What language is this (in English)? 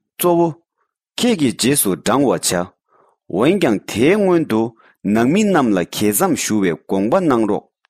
Tibetan